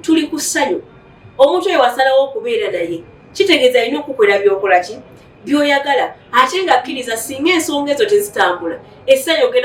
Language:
Ganda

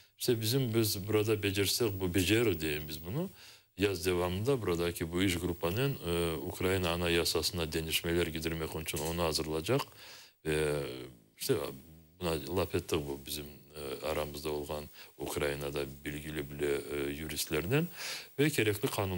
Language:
Crimean Tatar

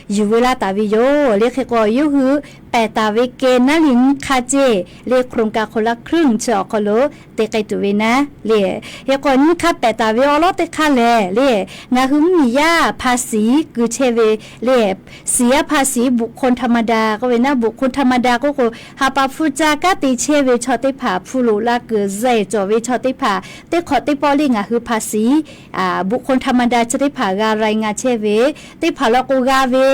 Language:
Lahu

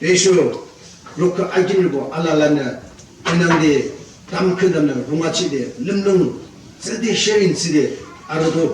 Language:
Yimchungru Naga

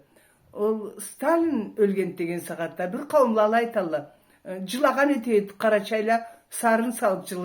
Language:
Karachay-Balkar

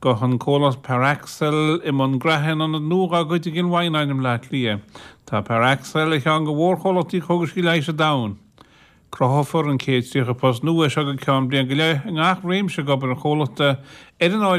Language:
Irish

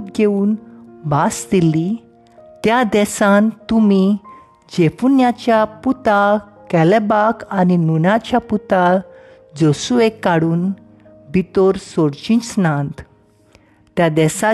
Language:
Konkani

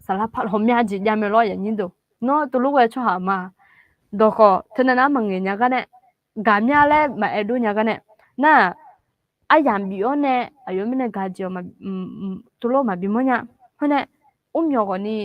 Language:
Akha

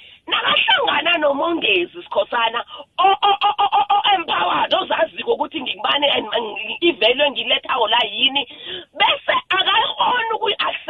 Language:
South Ndebele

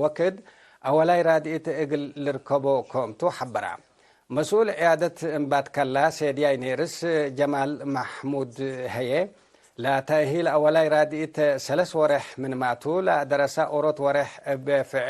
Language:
Tigre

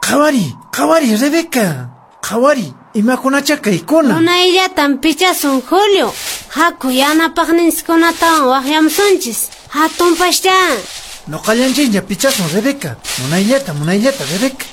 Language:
Quechua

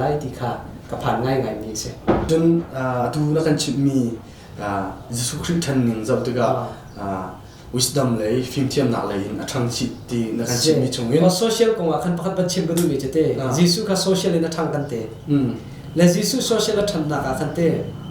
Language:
Hakha Chin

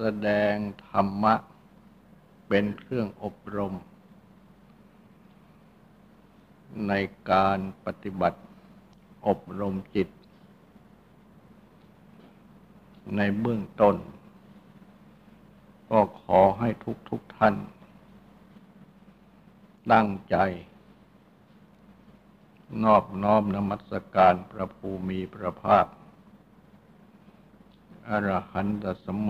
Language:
Thai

